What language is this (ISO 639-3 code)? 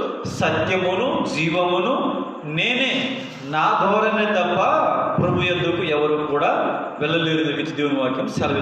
kff